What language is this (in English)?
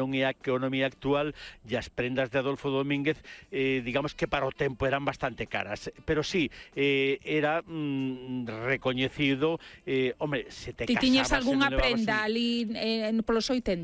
Galician